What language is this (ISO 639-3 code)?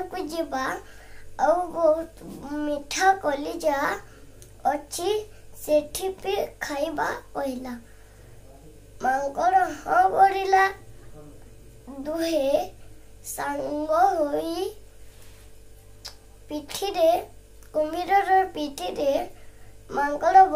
ori